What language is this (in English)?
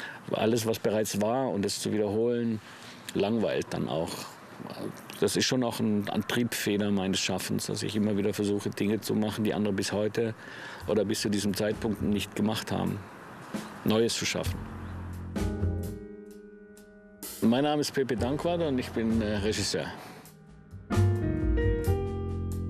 German